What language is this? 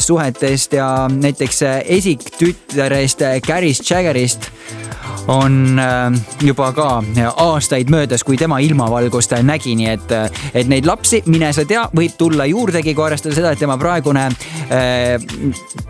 Estonian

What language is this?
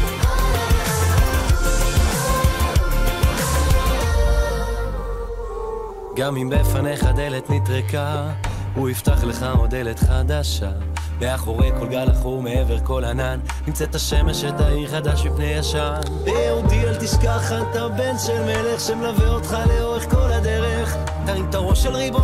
Hebrew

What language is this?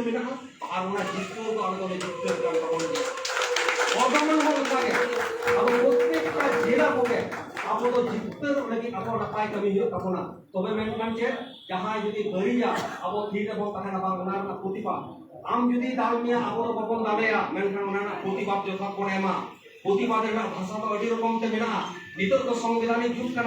Santali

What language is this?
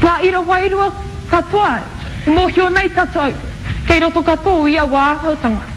Māori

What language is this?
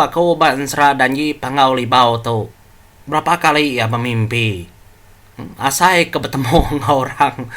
Iban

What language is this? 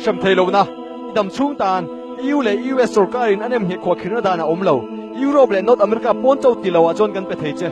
Mizo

